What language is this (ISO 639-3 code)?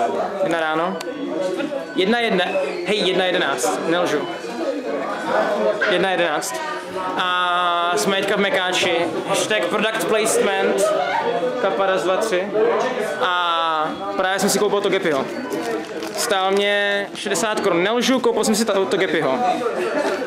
ces